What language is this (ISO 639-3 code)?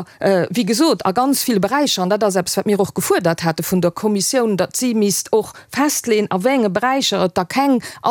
ltz